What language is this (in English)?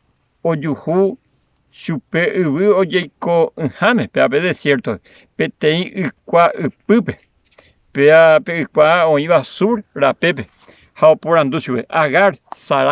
Guarani